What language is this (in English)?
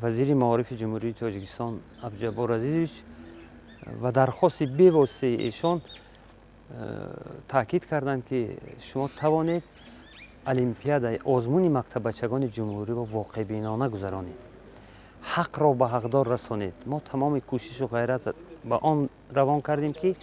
Tajik